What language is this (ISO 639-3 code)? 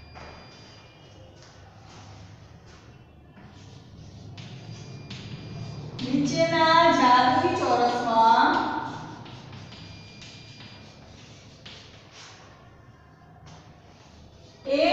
guj